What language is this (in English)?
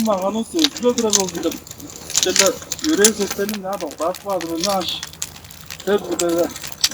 Tuvinian